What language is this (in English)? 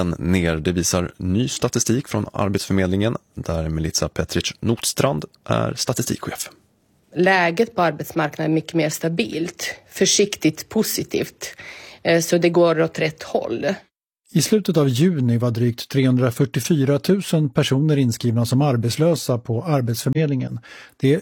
Swedish